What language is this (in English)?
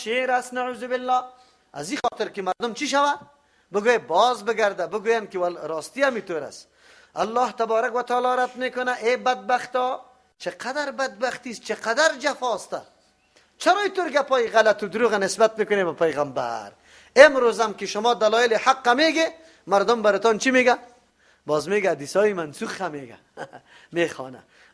Persian